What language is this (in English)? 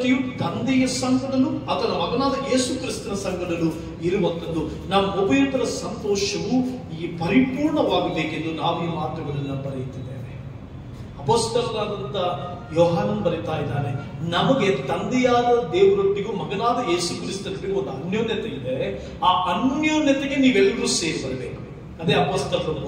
Kannada